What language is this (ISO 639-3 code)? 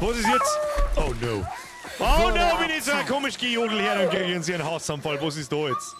bar